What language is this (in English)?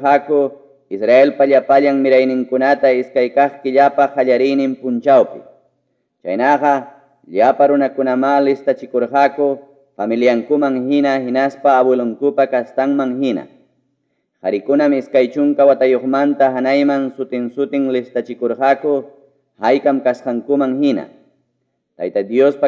Ayacucho Quechua